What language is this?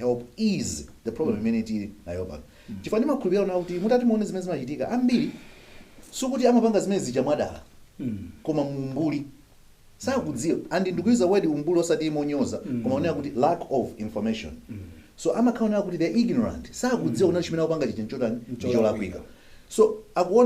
Nyanja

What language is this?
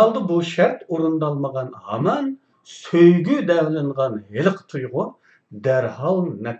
Uyghur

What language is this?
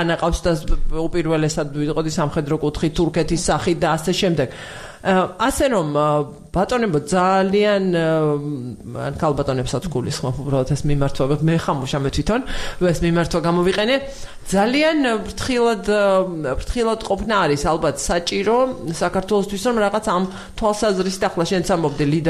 Georgian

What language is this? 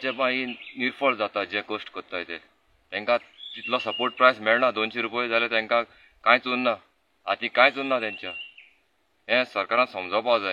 Konkani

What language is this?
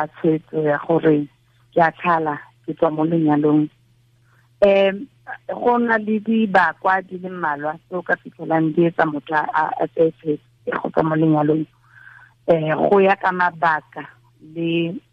Tswana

